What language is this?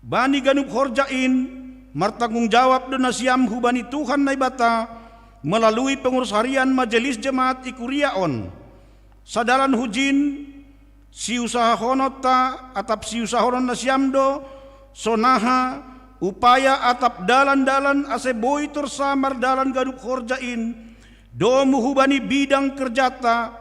Batak Simalungun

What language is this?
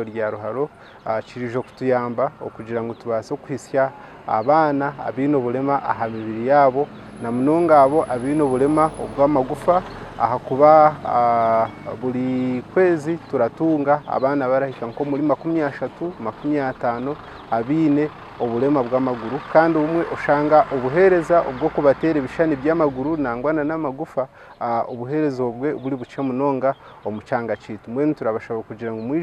Nyankole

